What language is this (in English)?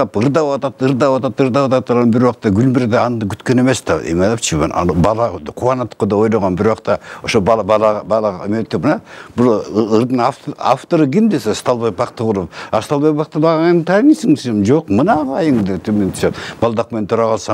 Kyrgyz